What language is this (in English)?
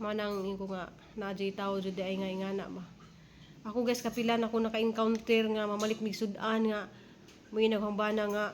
Cebuano